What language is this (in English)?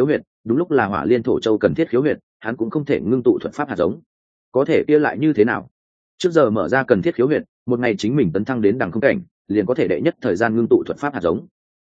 Vietnamese